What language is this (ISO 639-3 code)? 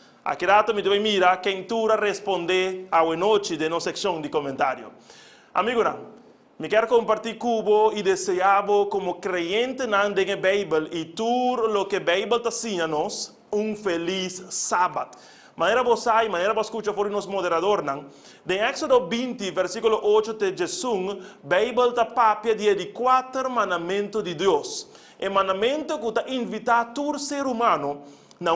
pap